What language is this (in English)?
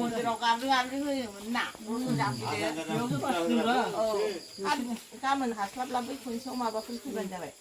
Bodo